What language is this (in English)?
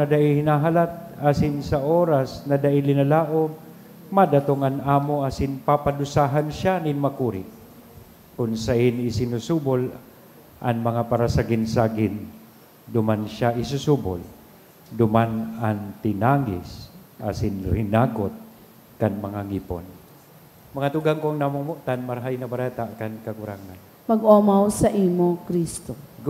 Bikol